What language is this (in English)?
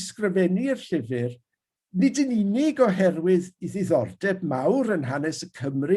Welsh